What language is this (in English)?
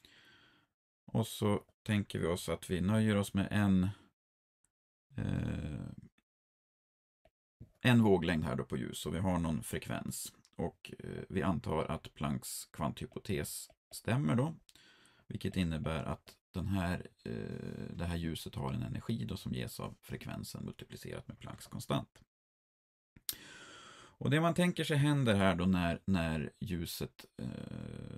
Swedish